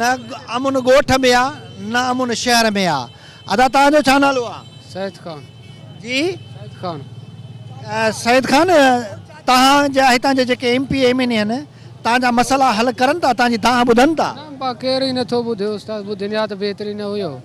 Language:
Sindhi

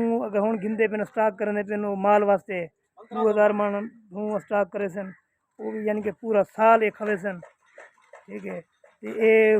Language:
Saraiki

